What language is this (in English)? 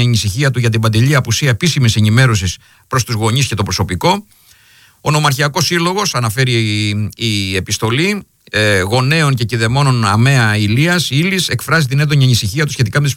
Greek